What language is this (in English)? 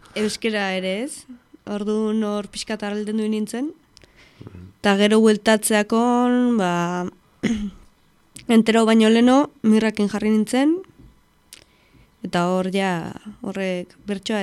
Basque